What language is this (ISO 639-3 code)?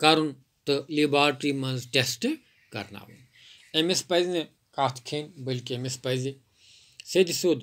kas